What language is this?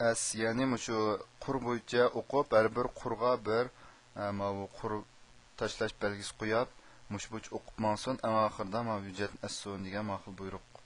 Uyghur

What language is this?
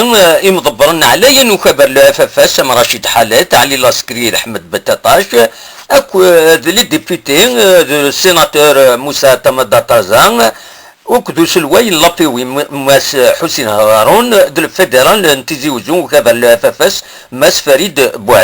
Kabyle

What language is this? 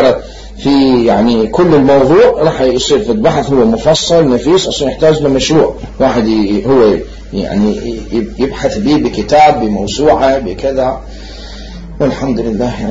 Mesopotamian Arabic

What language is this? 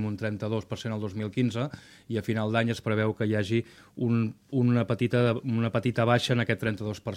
Catalan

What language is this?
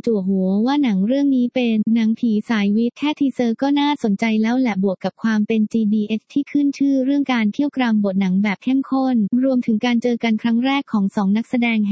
Thai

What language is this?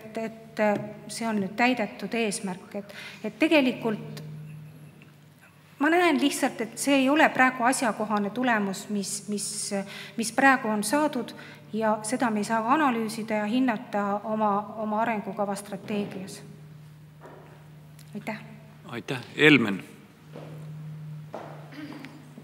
Estonian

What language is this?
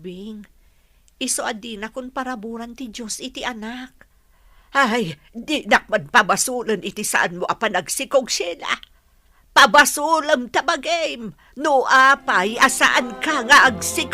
Iloko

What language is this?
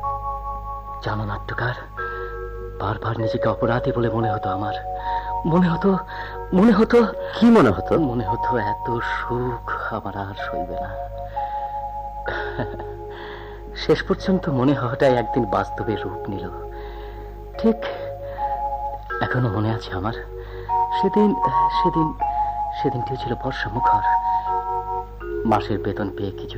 Bangla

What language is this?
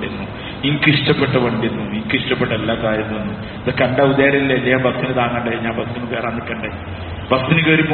Malayalam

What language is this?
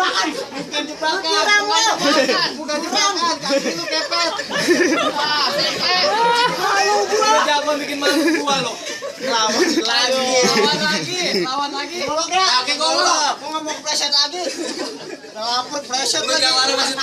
Betawi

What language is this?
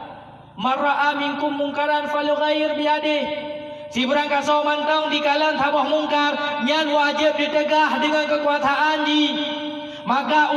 Achinese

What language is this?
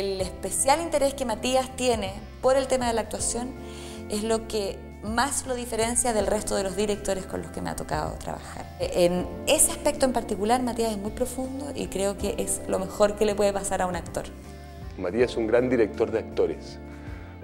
Spanish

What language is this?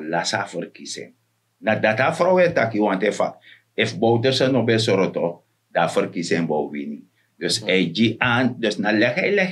Sranan Tongo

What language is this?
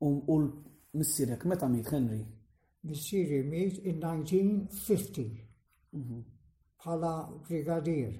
Maltese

